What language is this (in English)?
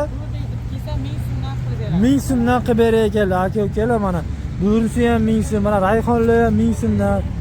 Uzbek